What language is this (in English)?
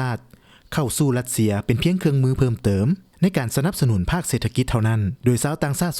Lao